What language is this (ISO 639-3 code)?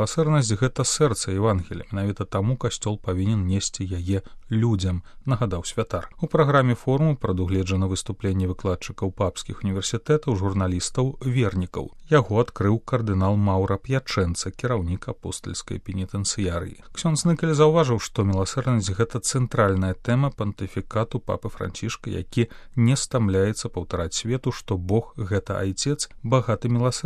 bel